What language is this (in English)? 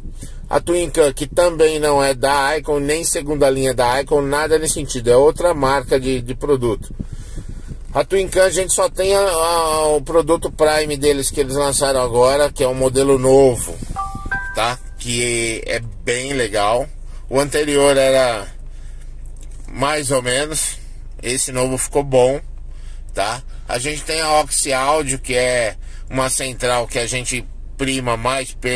Portuguese